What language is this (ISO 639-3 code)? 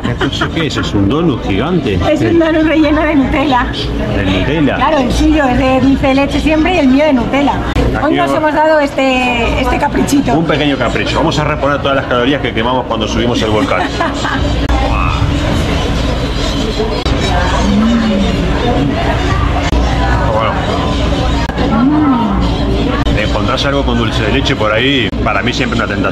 spa